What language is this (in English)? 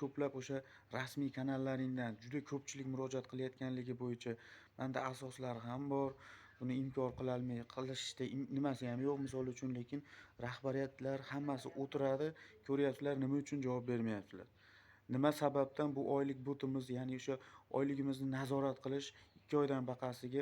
Uzbek